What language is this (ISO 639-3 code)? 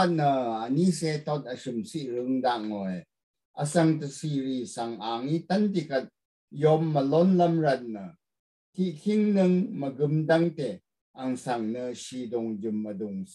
raw